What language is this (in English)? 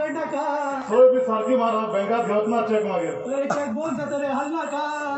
Konkani